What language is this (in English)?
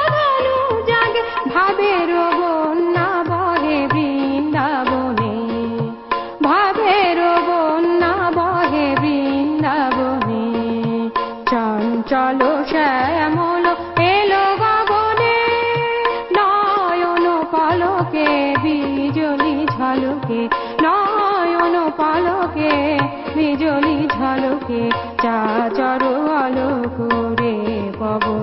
Bangla